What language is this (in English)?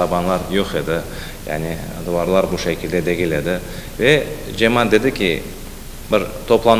Crimean Tatar